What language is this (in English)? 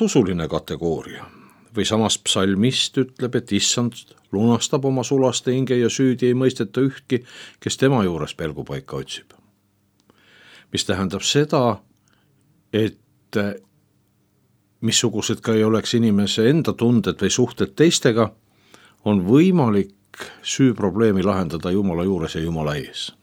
Estonian